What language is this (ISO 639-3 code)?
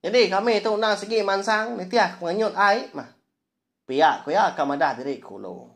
iba